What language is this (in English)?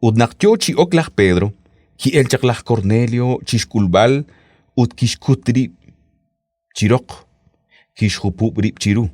Kekchí